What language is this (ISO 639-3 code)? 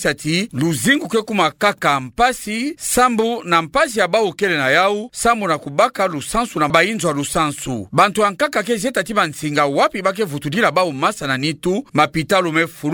ktu